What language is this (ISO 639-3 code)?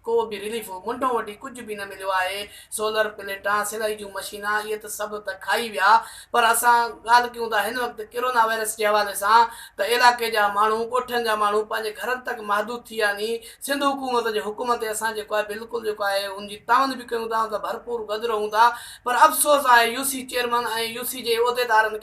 snd